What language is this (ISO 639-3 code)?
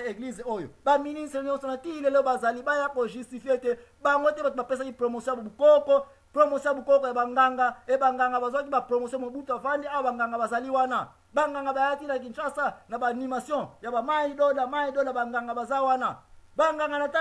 lin